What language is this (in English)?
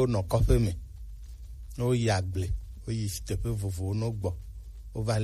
Gen